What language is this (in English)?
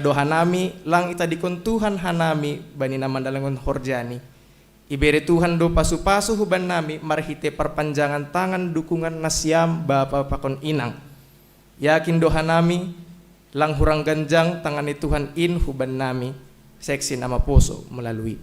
Batak Simalungun